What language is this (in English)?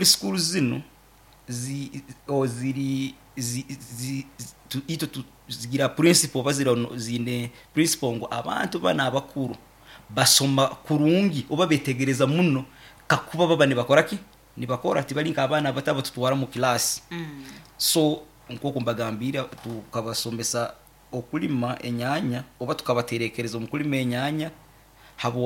Nyankole